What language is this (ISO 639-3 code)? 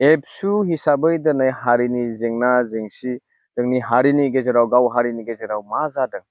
brx